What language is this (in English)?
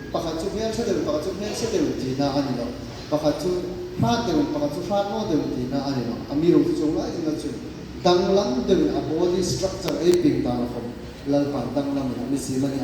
Hmar